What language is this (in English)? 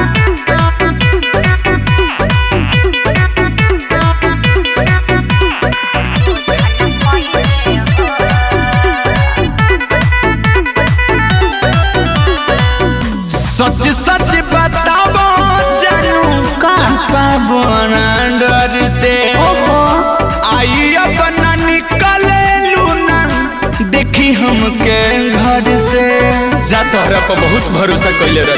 Bhojpuri